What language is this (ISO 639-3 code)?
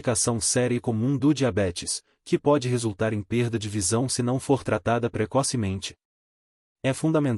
por